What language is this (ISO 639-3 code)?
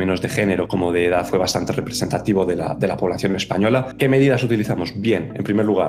spa